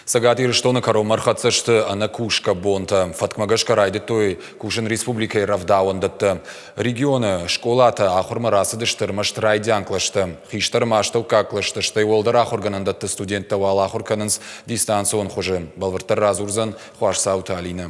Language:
Ossetic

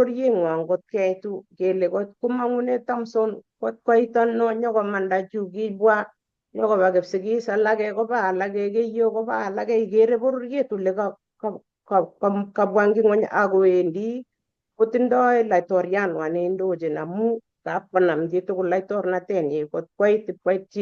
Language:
Kalenjin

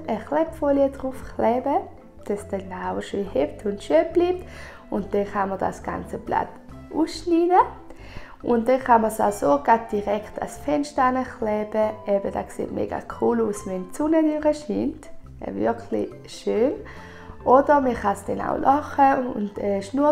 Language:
Swiss German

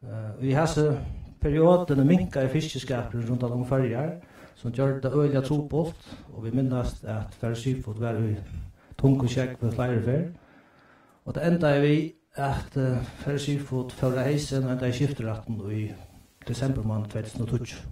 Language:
Faroese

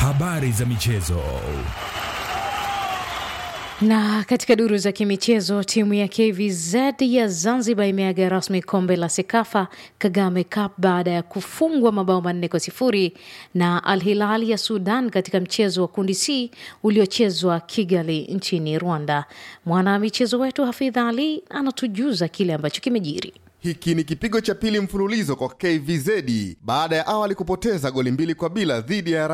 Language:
Swahili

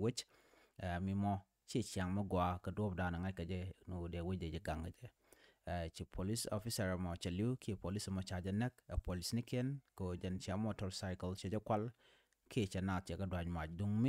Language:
Nuer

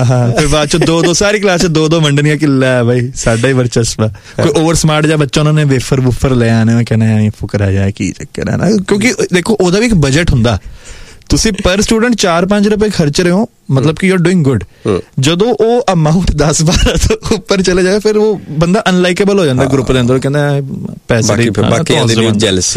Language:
Punjabi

